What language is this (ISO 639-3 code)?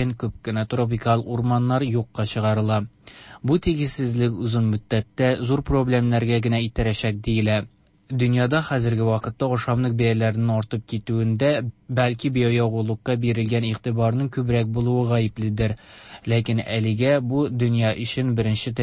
tat